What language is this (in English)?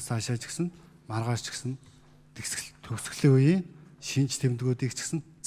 Mongolian